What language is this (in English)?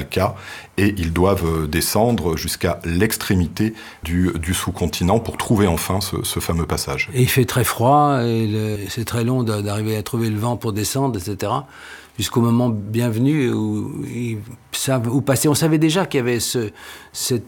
French